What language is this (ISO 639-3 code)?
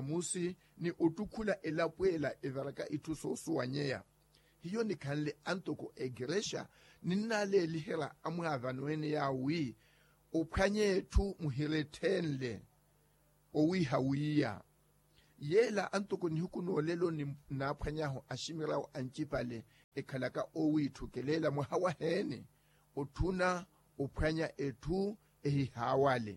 vmw